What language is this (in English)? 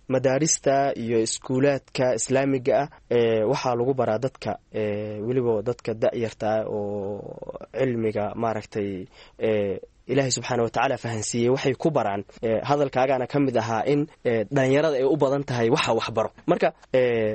Somali